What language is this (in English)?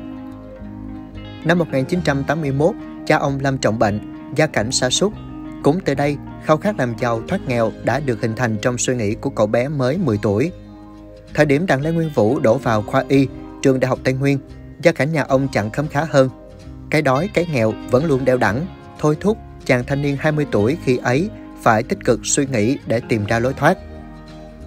Vietnamese